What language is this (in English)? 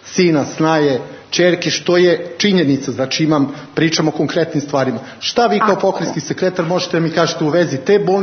Serbian